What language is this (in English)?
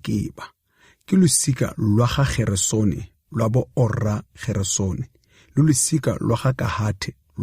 Tswana